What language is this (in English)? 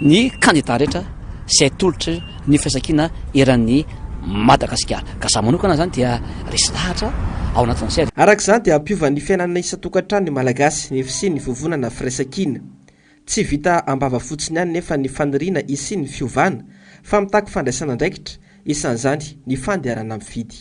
Malagasy